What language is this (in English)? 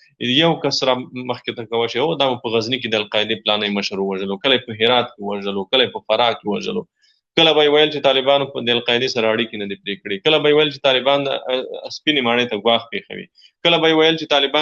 Pashto